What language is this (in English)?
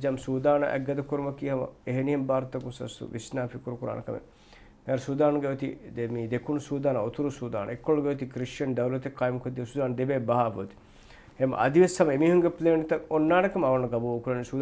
Divehi